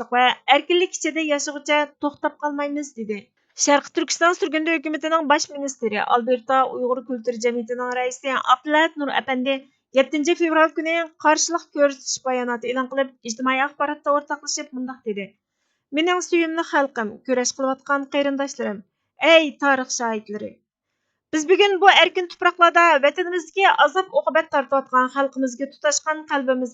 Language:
Uyghur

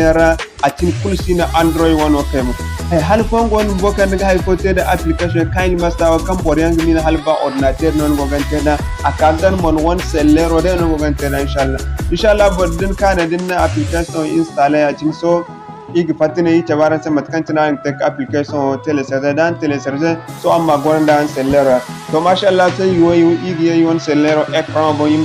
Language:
Zarma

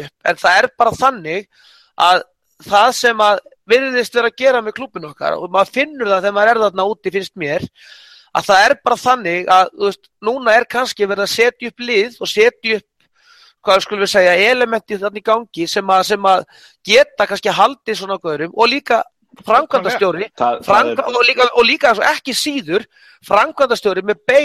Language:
Icelandic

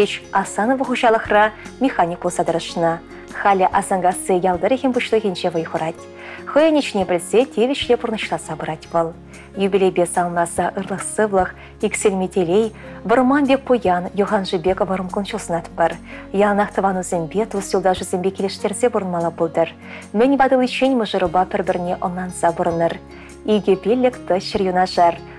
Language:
Chuvash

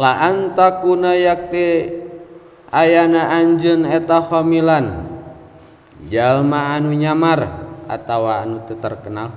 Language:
Sundanese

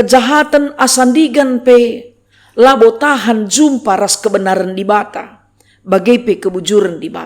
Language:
Batak Karo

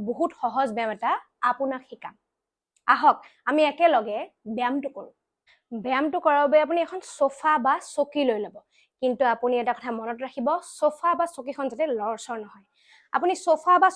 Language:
Assamese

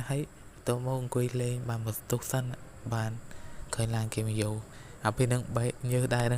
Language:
Khmer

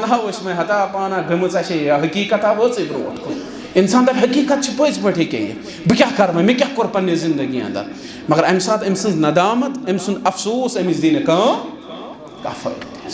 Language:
Kashmiri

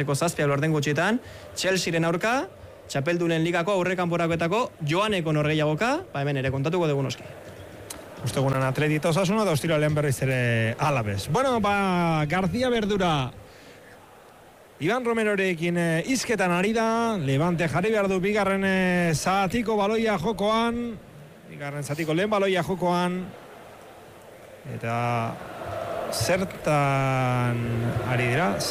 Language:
Basque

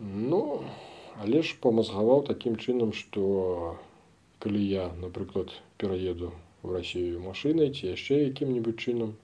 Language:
Belarusian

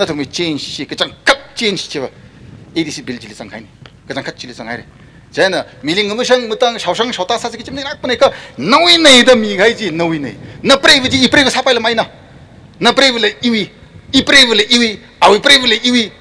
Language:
Tangkhul Naga (India)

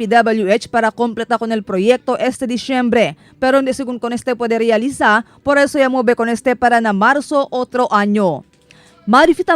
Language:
Chavacano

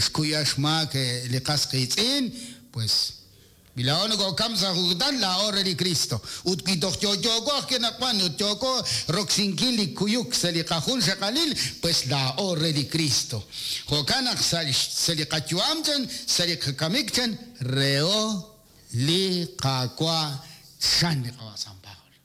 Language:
Kekchí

